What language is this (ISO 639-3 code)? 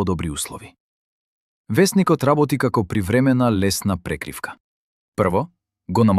mkd